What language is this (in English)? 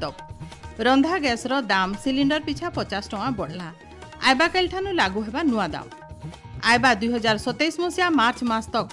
Odia